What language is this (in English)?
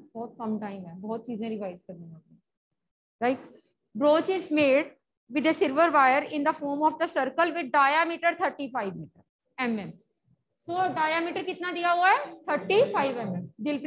Hindi